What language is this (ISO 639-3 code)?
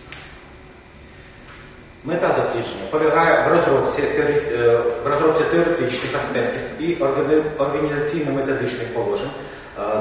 ukr